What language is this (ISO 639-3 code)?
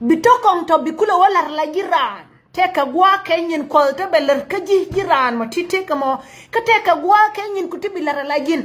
nus